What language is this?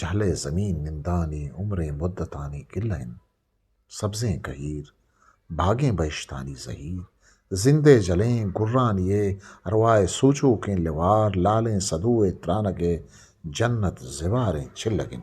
Eastern Balochi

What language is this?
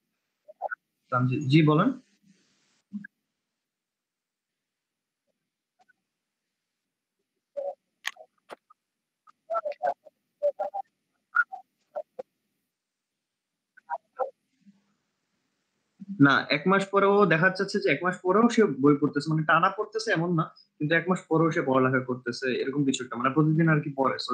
Bangla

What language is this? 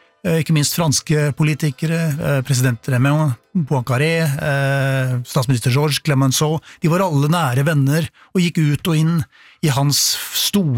Norwegian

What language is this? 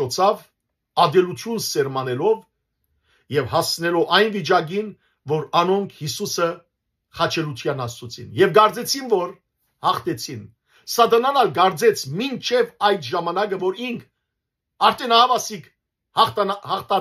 Western Armenian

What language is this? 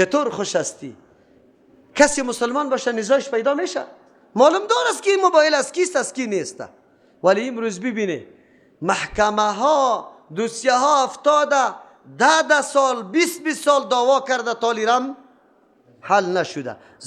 Persian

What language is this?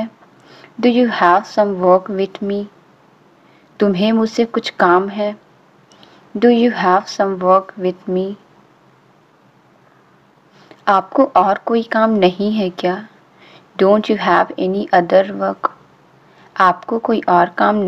Hindi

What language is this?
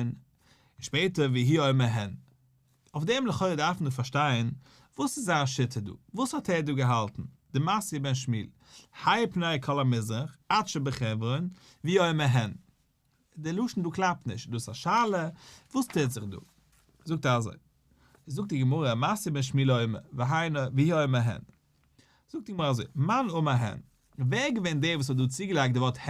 Yiddish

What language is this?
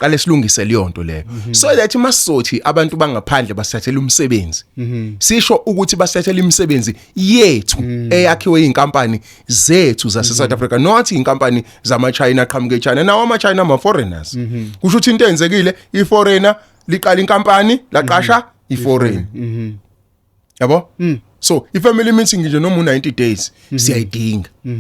Zulu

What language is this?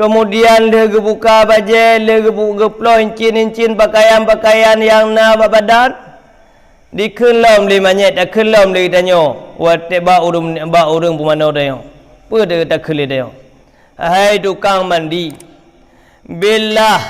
Achinese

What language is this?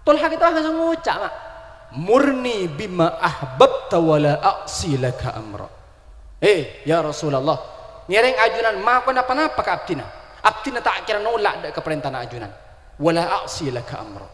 Madurese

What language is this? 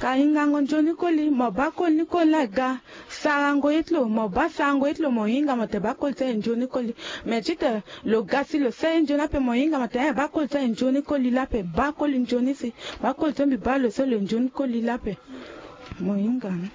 Sango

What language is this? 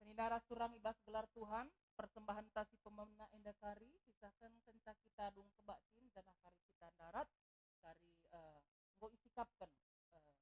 Batak Karo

